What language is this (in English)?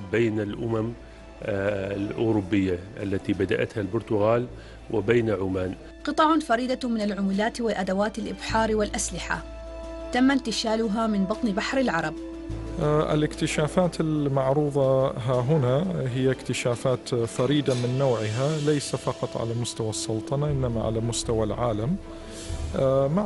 Arabic